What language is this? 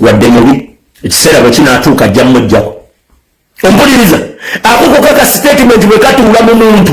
Ganda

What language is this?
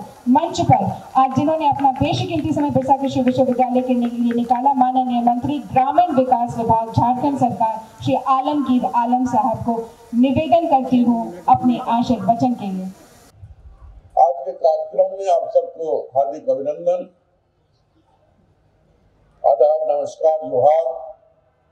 Hindi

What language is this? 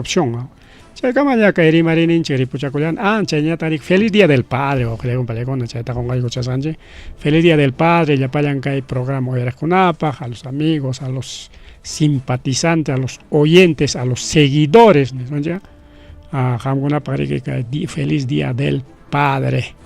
Ayacucho Quechua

